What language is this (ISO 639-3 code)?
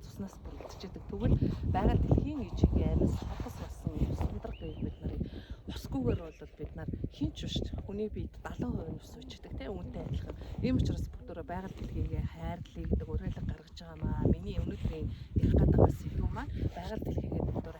mon